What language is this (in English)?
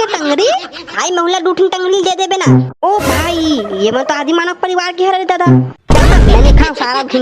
Chhattisgarhi